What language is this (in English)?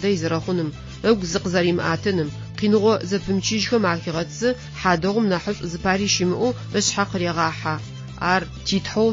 Adyghe